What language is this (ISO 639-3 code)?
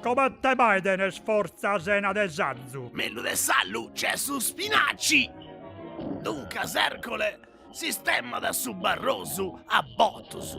srd